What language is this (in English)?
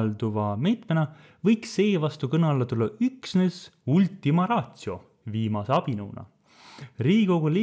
Estonian